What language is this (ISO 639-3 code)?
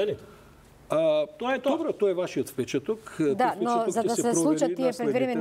mkd